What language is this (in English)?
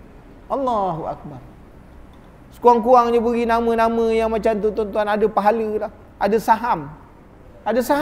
Malay